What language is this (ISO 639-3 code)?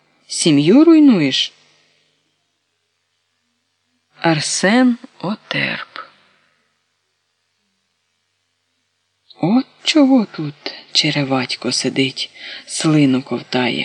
ukr